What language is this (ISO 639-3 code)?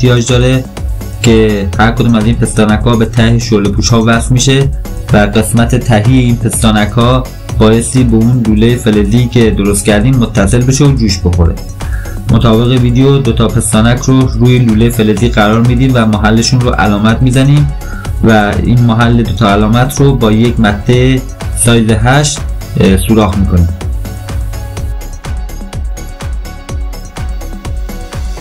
fas